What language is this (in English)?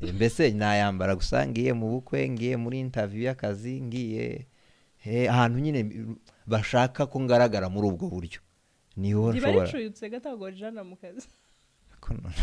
Kinyarwanda